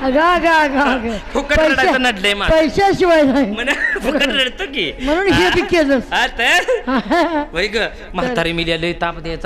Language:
Marathi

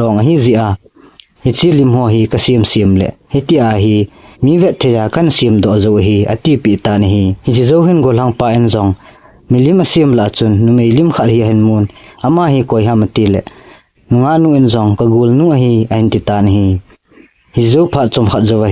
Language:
Thado Chin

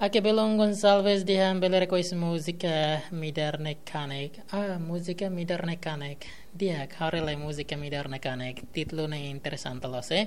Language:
Tetum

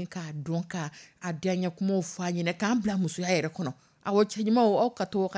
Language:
Dyula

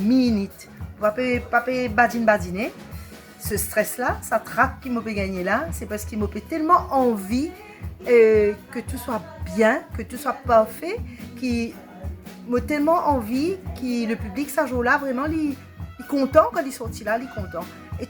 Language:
Morisyen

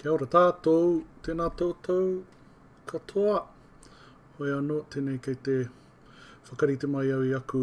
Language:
Māori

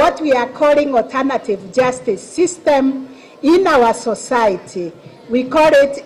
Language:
Kikuyu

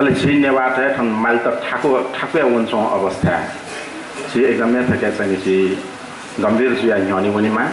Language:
Newari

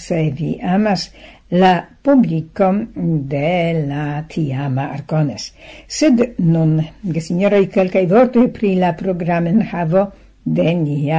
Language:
Esperanto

